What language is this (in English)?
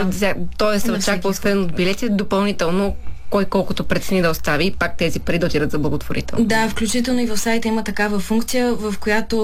Bulgarian